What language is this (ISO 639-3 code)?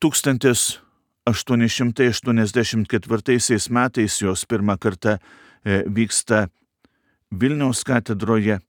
lit